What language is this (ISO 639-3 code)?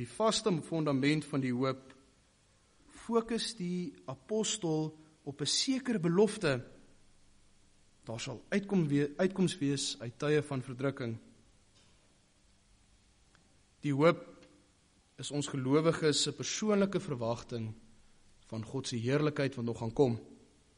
afr